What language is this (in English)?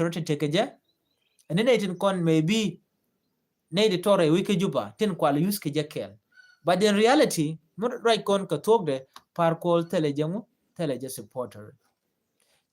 Nuer